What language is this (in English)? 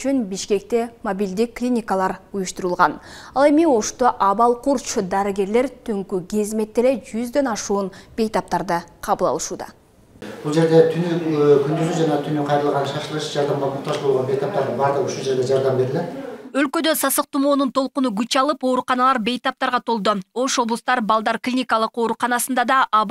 Kyrgyz